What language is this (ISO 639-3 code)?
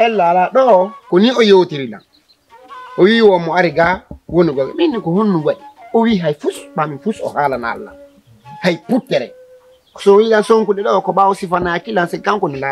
ful